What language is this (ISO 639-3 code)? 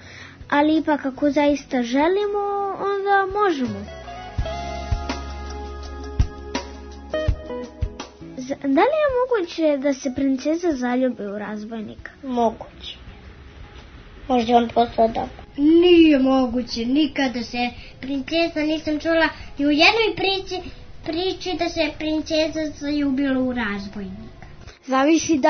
srp